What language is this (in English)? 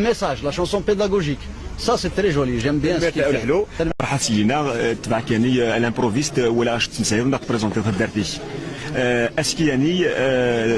Kabyle